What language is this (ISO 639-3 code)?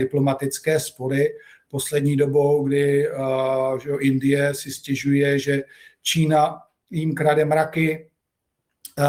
ces